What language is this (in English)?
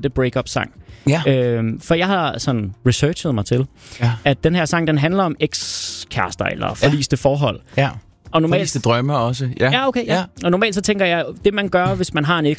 Danish